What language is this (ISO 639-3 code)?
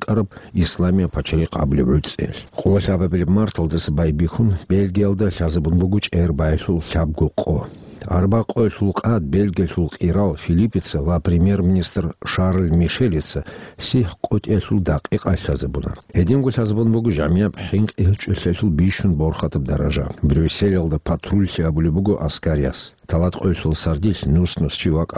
ava